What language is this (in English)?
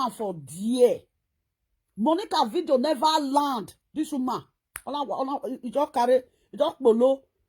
Nigerian Pidgin